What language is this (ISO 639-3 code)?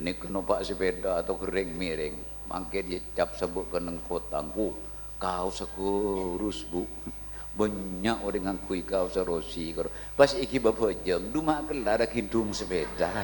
mad